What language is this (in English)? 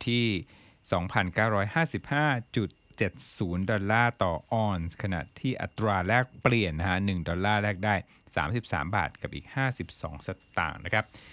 Thai